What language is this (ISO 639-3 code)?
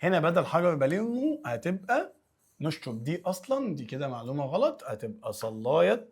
arz